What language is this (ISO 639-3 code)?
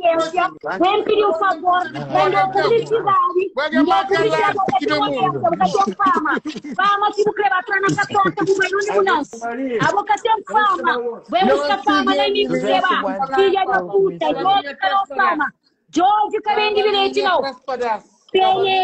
kea